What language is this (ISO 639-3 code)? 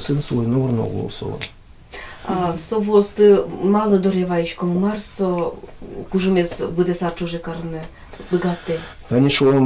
udm